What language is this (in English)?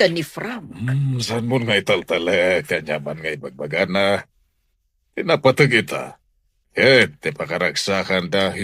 Iloko